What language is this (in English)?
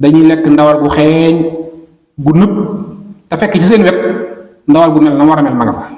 Wolof